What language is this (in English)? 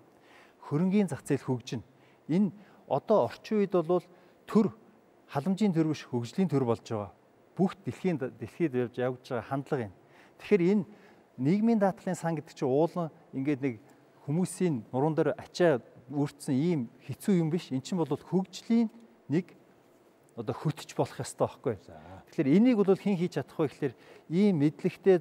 Mongolian